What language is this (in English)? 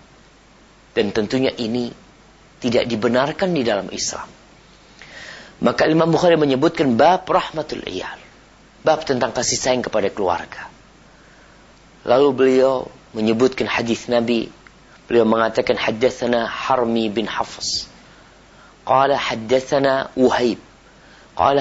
Indonesian